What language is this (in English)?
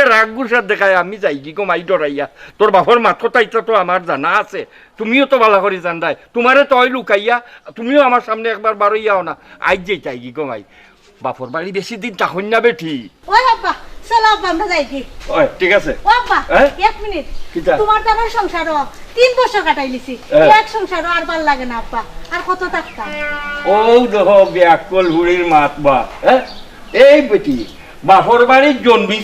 Sylheti